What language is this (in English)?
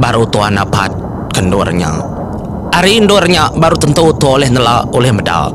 Iban